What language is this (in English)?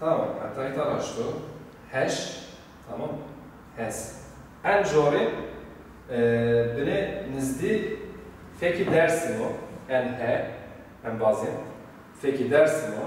Zaza